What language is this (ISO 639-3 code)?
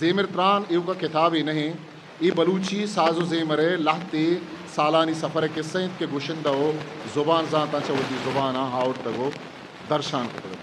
bgp